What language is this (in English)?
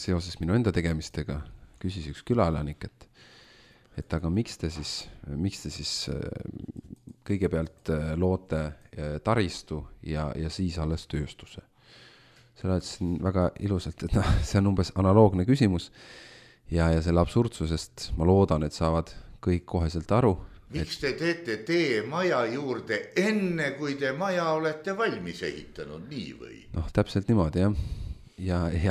Estonian